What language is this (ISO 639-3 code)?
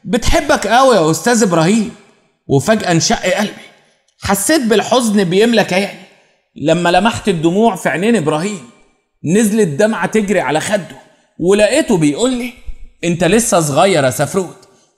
arz